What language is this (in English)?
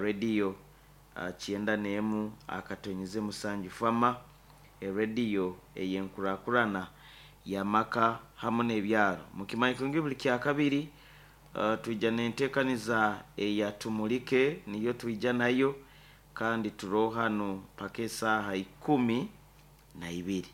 Nyankole